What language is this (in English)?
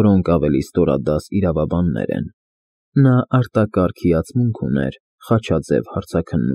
Armenian